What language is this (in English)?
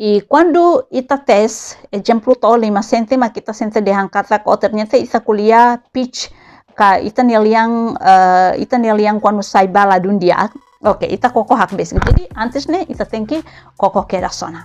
Tetum